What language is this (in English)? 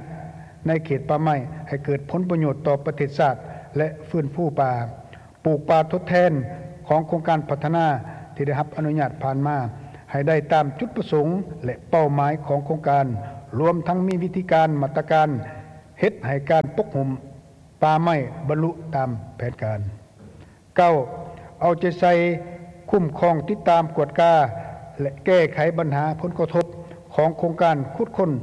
Lao